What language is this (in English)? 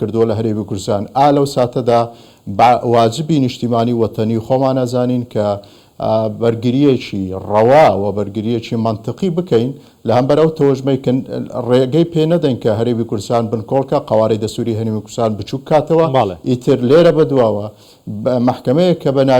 Central Kurdish